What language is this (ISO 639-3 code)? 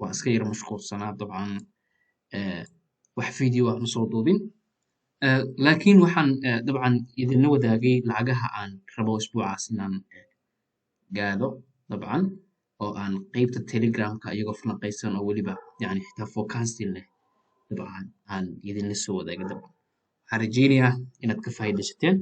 som